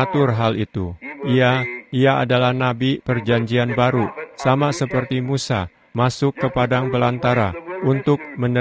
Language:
Indonesian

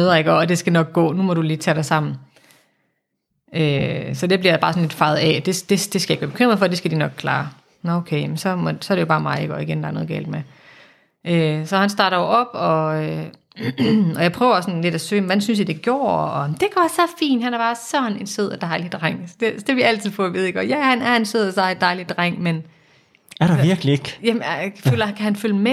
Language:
Danish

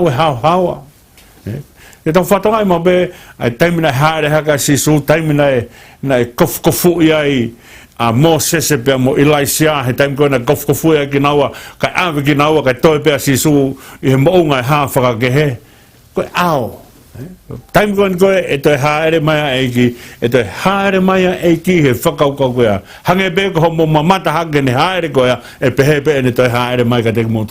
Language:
Tongan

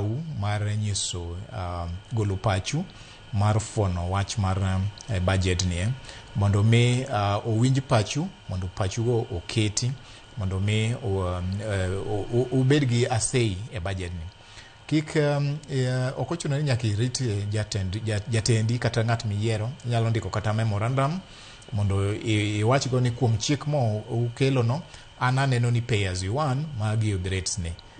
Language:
Luo (Kenya and Tanzania)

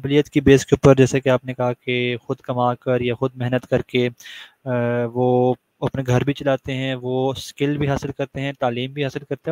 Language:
Urdu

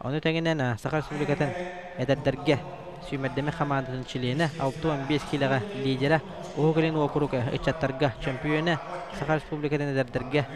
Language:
Yakut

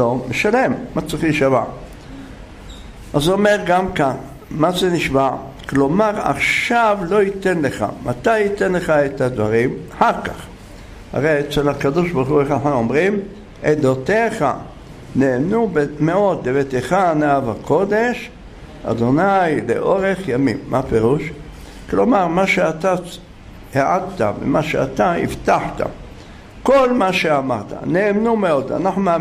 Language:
Hebrew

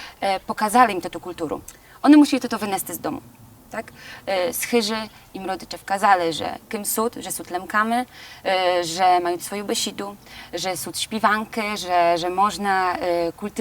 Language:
Rusyn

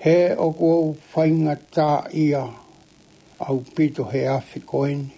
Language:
Tongan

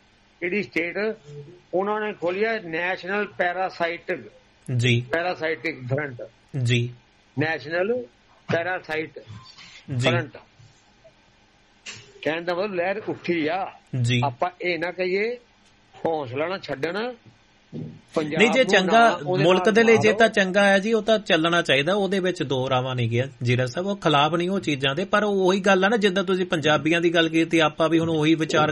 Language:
Punjabi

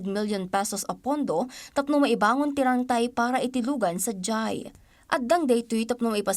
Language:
Iloko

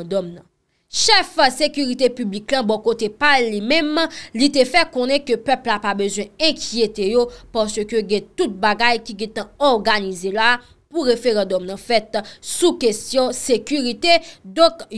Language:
Haitian Creole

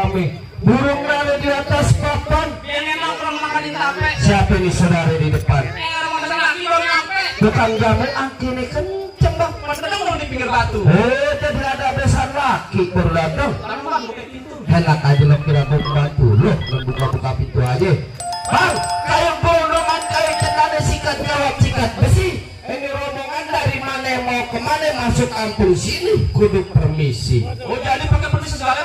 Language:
Betawi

